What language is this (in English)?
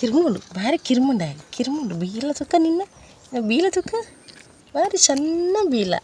Tulu